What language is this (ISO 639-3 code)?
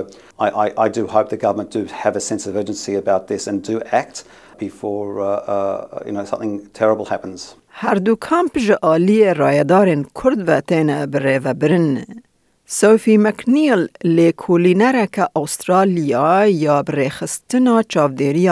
kur